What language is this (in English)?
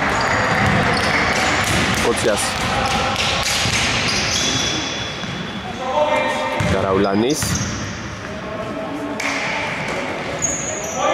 Greek